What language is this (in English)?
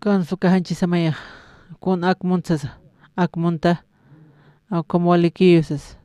Aymara